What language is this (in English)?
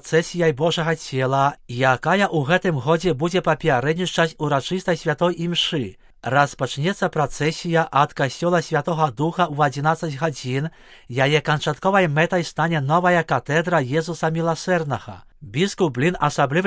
Belarusian